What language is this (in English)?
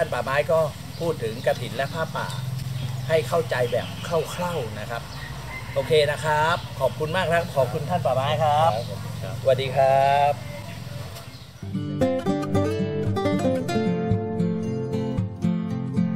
Thai